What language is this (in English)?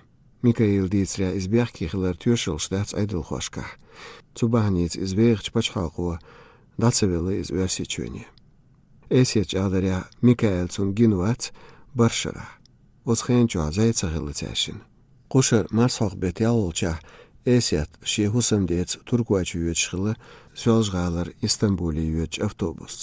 Chechen